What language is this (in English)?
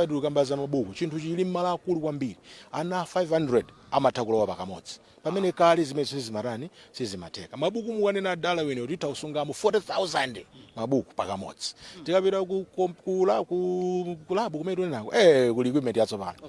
Nyanja